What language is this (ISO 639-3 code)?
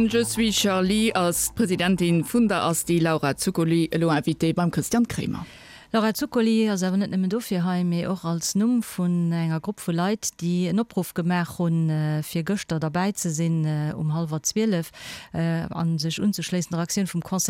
ltz